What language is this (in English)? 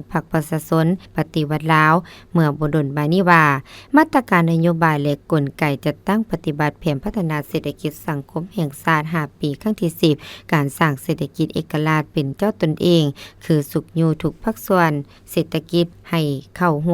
Lao